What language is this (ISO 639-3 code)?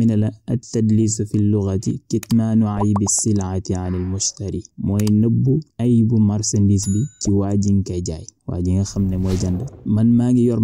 wol